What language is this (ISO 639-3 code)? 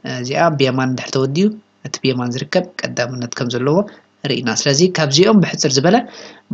tir